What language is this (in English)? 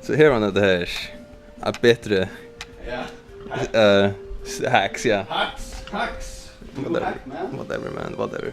Faroese